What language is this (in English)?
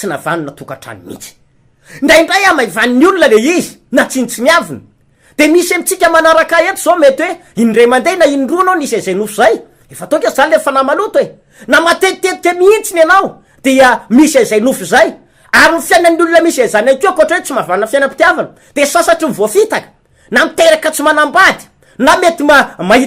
Malagasy